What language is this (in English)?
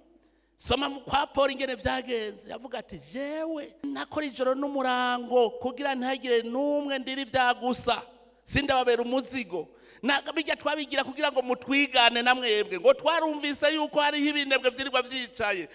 Rundi